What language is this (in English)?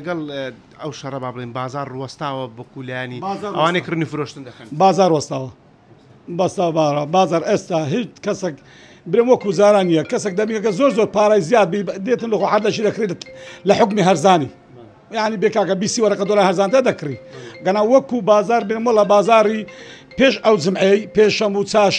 Central Kurdish